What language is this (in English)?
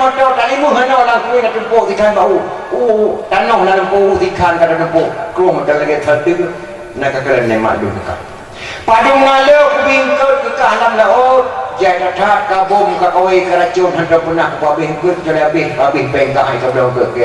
Achinese